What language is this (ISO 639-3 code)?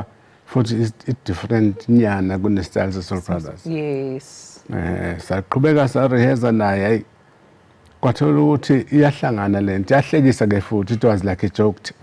zul